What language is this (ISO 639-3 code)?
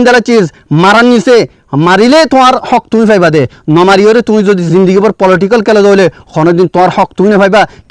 rhg